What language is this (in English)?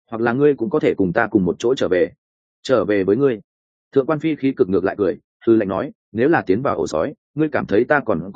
Vietnamese